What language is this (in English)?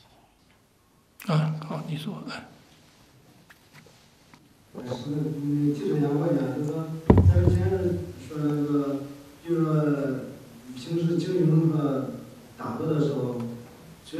Chinese